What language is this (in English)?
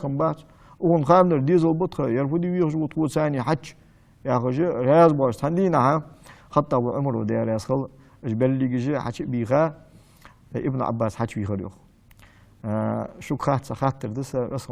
Ingush